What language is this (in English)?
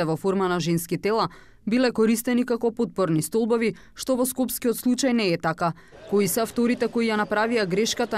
Macedonian